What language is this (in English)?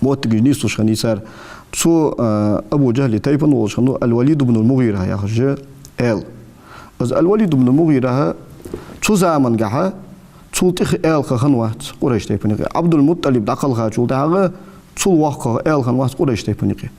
Ingush